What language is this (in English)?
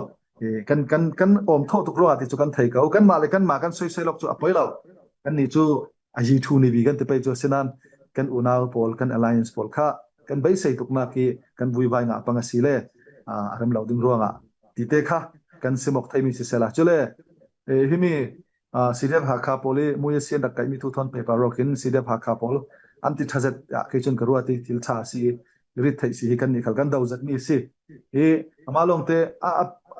Falam Chin